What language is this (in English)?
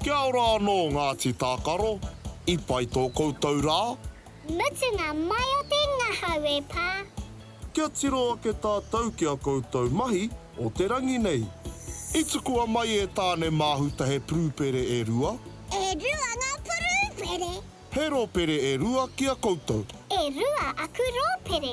Māori